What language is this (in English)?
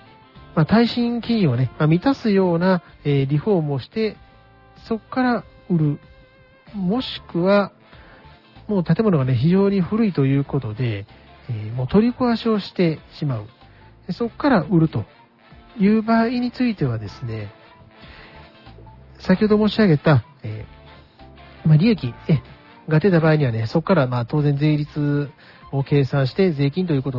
Japanese